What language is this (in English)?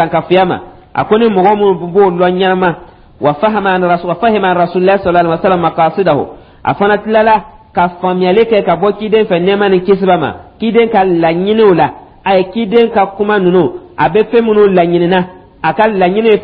Dyula